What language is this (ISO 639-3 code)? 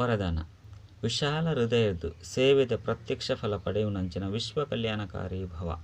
tcy